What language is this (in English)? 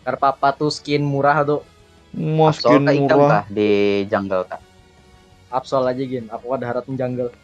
Banjar